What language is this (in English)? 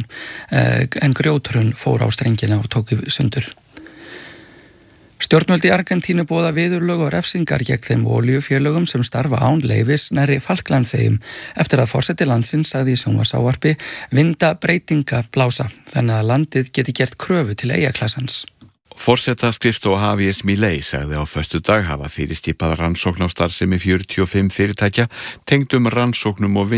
Icelandic